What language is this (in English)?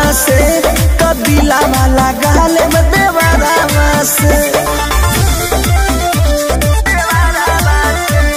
Bhojpuri